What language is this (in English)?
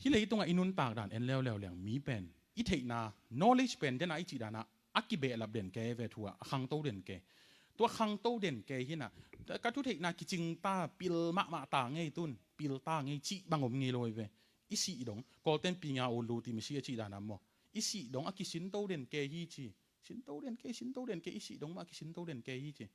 Tedim Chin